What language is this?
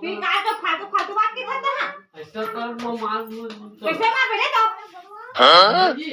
Chhattisgarhi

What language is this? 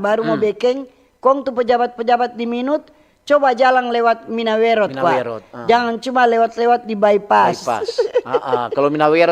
Manado Malay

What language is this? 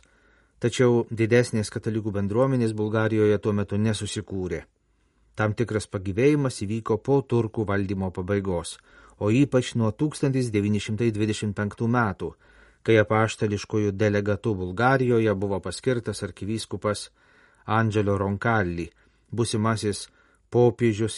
Lithuanian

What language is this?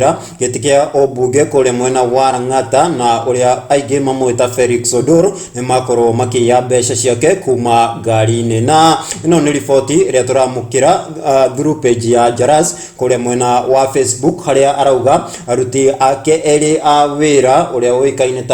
Kikuyu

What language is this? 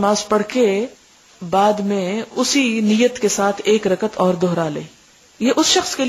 Urdu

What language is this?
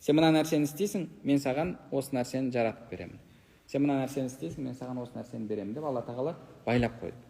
Kazakh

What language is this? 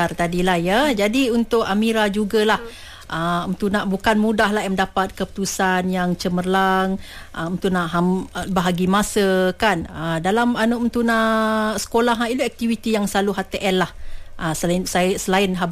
Malay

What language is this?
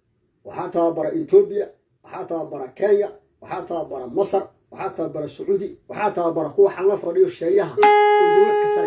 Somali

